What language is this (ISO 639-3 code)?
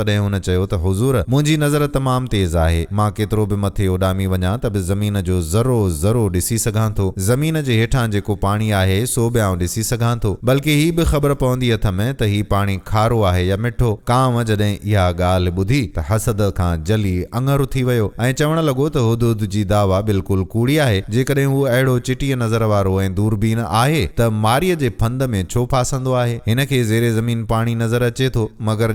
snd